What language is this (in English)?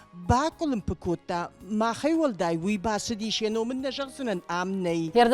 Ossetic